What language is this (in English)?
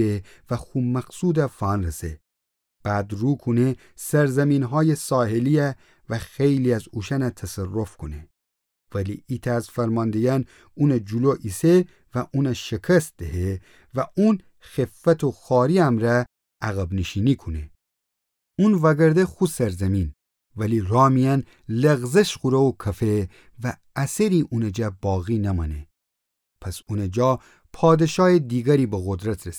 Gilaki